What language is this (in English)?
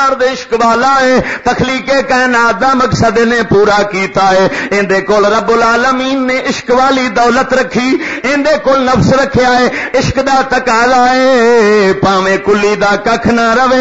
Western Panjabi